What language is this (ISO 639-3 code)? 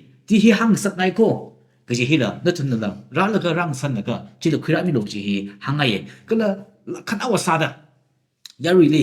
nmf